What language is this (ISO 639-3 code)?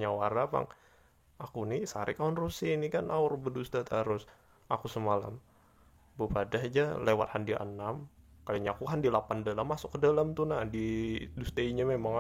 bjn